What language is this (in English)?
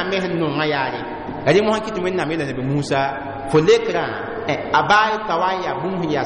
Mossi